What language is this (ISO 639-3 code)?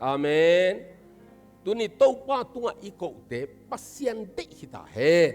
ctd